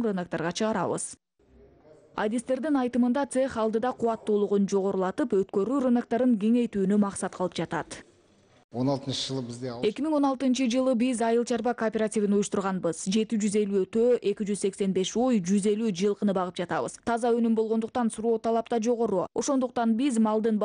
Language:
Kyrgyz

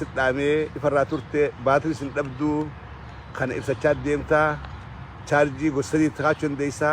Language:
Oromo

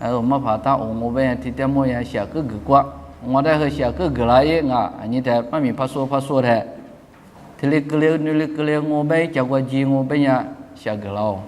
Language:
Lisu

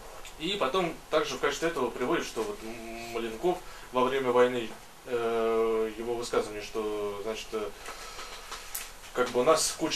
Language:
Russian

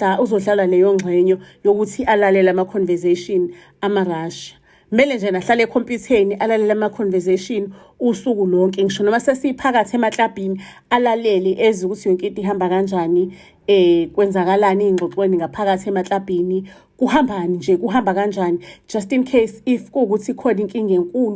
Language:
Zulu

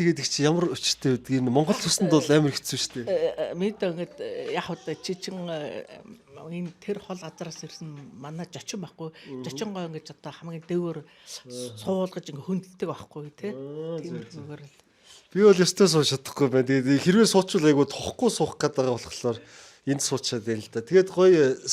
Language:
Mongolian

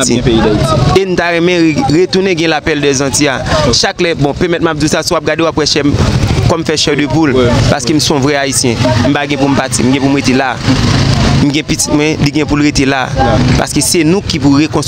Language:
Haitian Creole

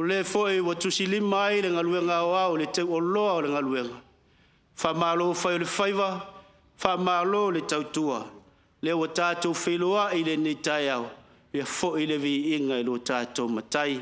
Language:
Samoan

